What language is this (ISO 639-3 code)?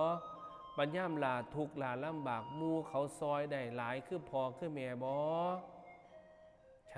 tts